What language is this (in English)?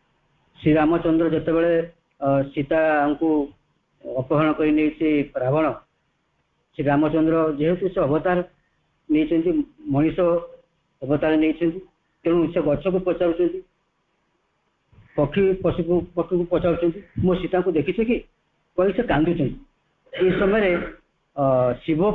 Odia